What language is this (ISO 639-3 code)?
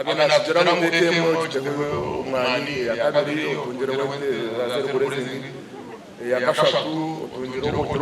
nyn